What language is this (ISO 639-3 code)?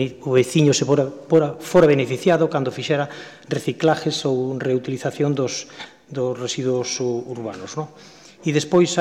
glg